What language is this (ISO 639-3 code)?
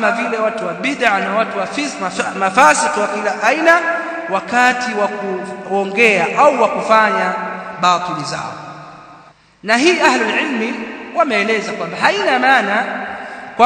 swa